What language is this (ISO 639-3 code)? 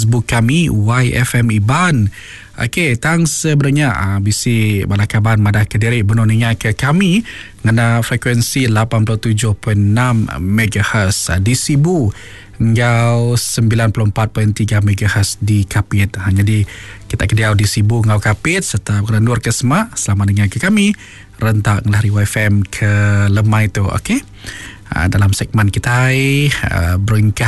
iba